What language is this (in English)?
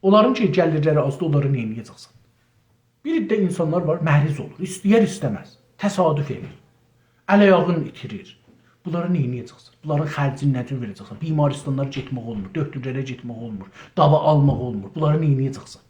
South Azerbaijani